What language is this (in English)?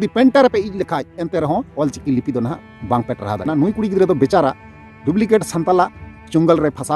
Santali